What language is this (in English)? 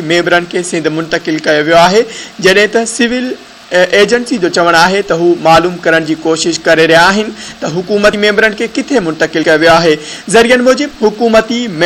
Sindhi